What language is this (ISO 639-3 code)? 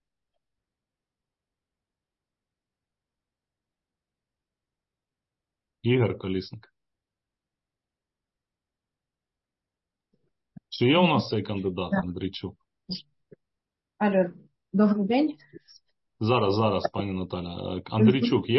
ukr